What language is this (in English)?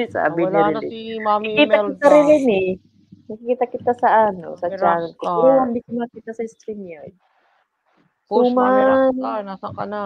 Filipino